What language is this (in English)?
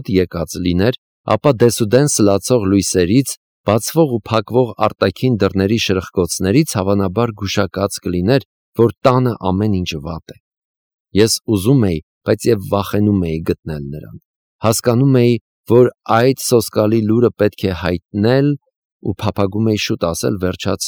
Armenian